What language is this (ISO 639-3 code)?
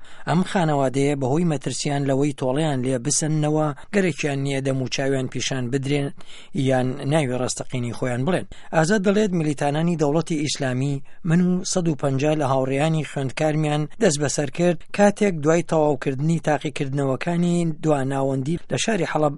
ckb